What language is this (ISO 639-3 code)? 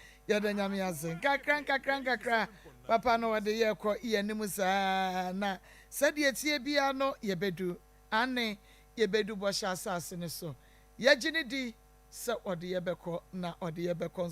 aka